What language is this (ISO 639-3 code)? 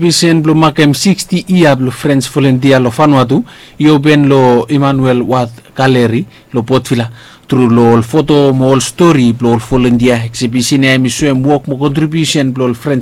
bis